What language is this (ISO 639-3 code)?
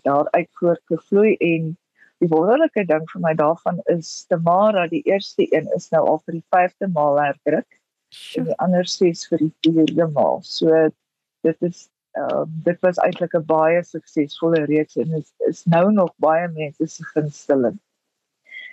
afr